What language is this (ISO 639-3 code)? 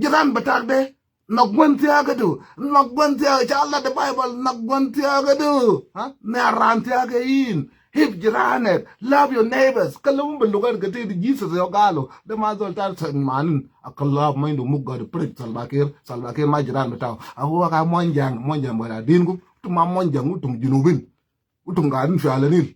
nus